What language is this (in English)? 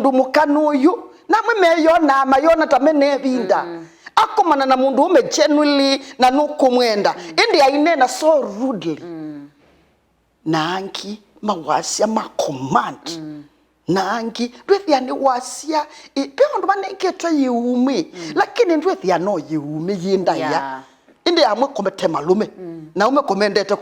Kamba